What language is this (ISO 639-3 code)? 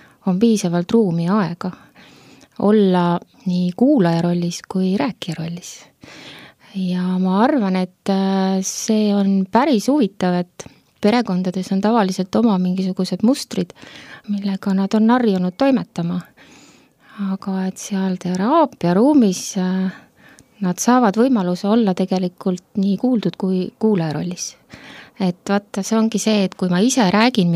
est